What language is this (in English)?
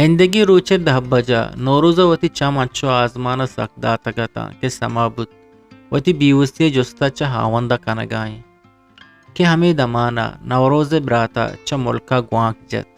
Eastern Balochi